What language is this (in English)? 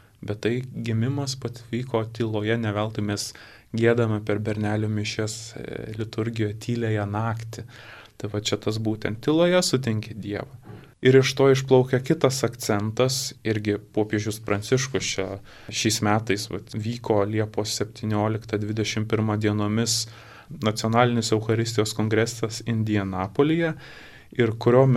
Lithuanian